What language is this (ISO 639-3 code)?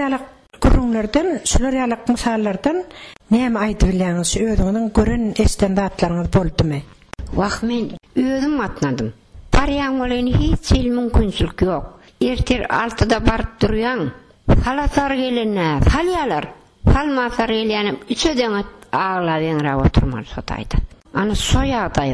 tuk